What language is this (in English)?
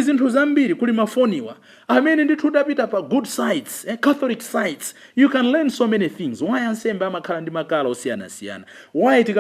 Nyanja